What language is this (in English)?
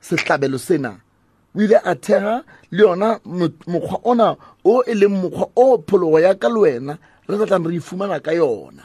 Southern Sotho